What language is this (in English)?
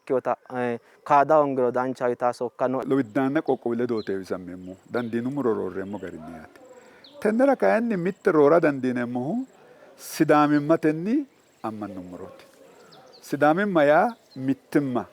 Sidamo